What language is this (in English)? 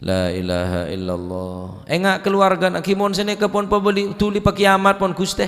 Madurese